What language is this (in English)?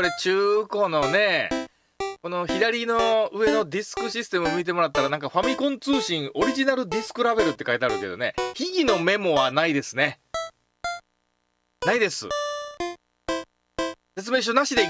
Japanese